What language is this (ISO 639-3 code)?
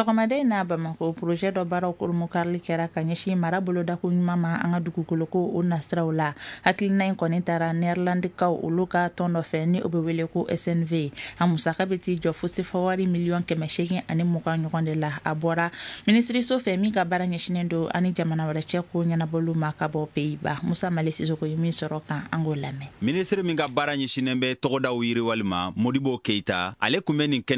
bam